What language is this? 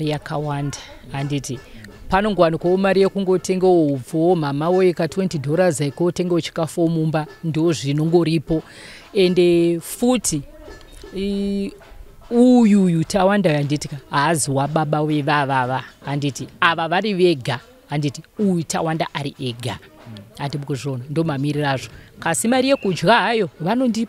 Shona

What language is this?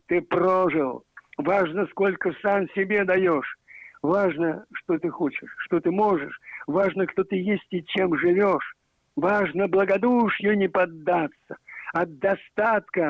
Russian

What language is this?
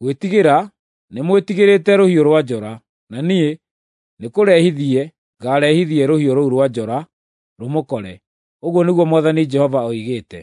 Kikuyu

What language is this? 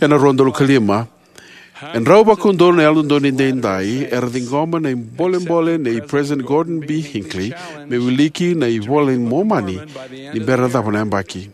Fijian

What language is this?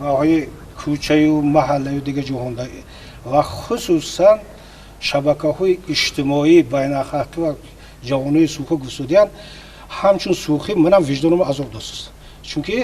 Tajik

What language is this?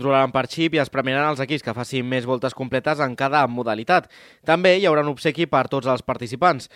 Catalan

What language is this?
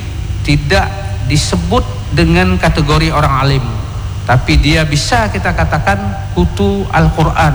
Indonesian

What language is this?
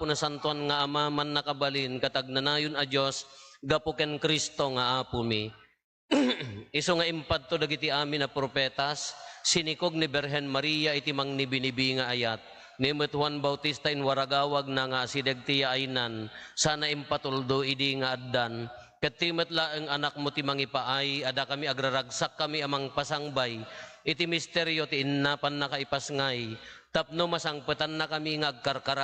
Iloko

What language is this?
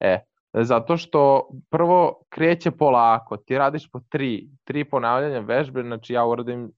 Serbian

